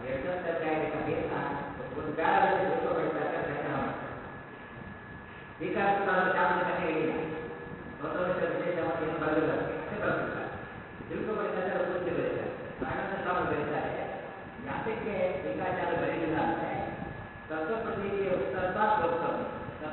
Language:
Kannada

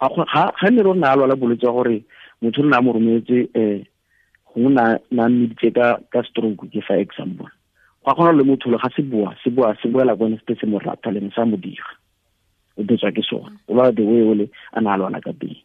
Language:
Tswana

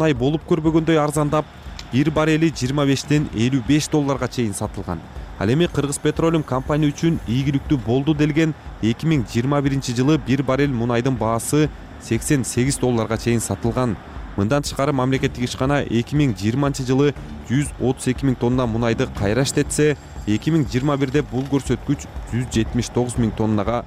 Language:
Kyrgyz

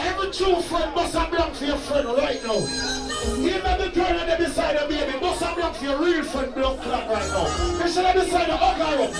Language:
Jamaican Creole English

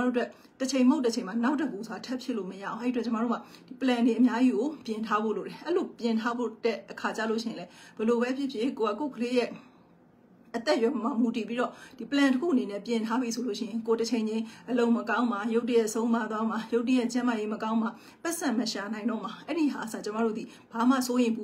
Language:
Burmese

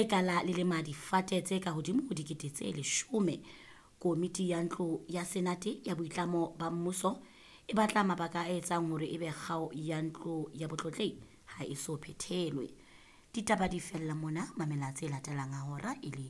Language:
Southern Sotho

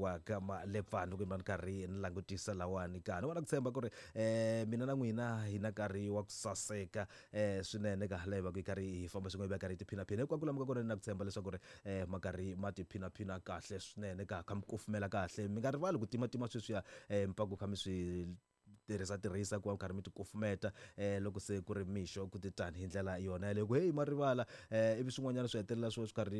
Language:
Tsonga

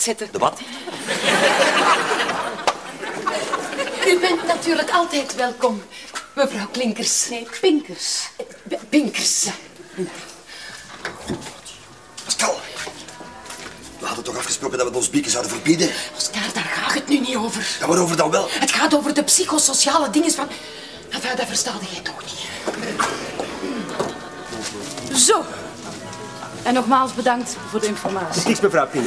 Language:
Dutch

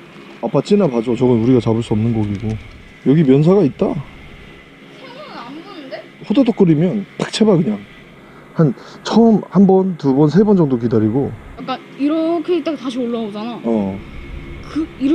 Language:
Korean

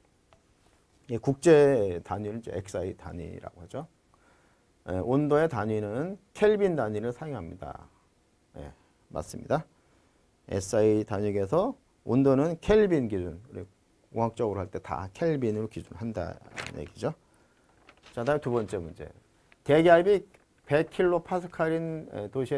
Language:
Korean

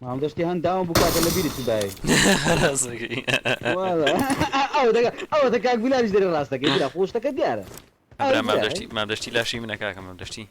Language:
Kurdish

